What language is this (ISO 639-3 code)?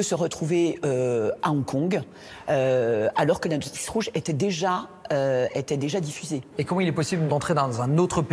fra